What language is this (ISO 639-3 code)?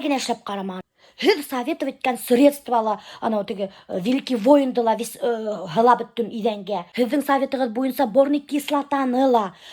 bak